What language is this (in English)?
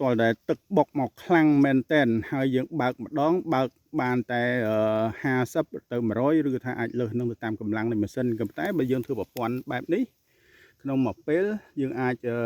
Khmer